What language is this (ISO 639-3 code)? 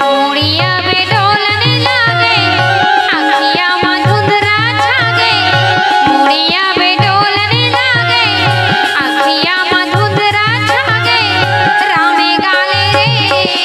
hne